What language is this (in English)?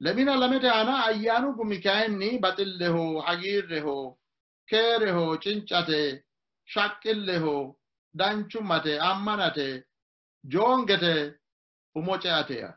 Sidamo